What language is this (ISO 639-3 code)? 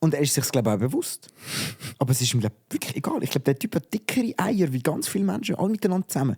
gsw